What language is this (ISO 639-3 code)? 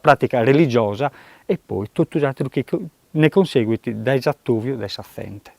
srd